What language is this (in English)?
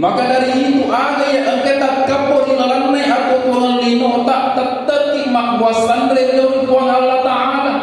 Buginese